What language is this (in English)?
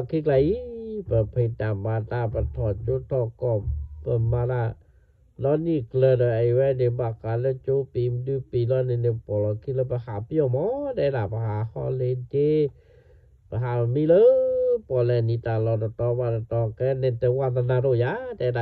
S'gaw Karen